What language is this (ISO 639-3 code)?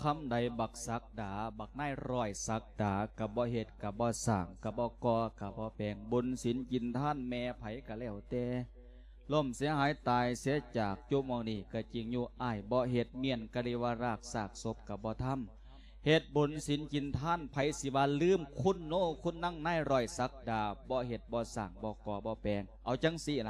lao